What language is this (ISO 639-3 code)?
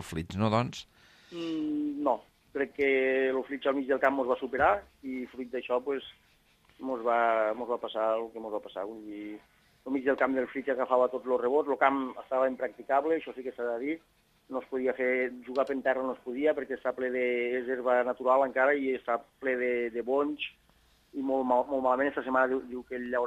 cat